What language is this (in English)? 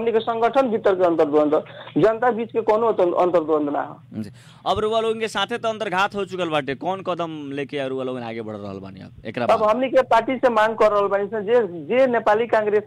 Bhojpuri